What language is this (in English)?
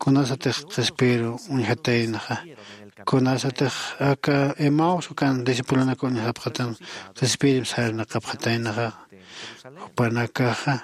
Aymara